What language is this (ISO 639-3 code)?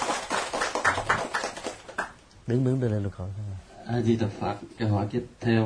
vie